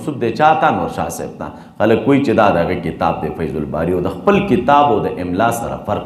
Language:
Pashto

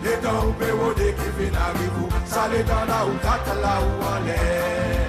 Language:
Seselwa Creole French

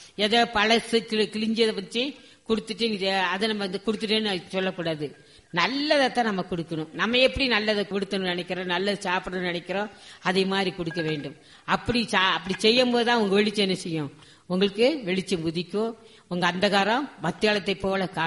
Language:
Tamil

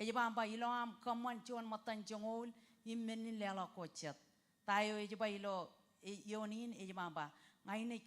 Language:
Marshallese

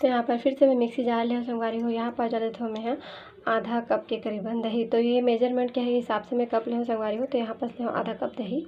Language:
Chhattisgarhi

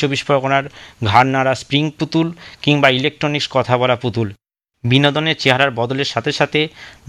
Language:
Bangla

